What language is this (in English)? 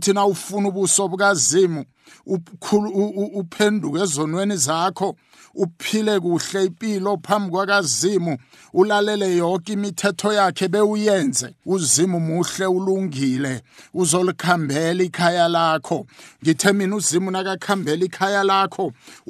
South Ndebele